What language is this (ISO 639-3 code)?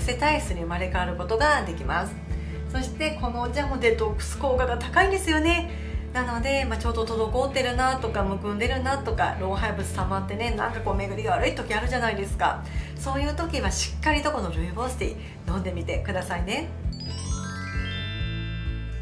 jpn